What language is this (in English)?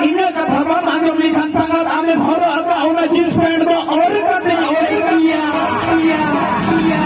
Santali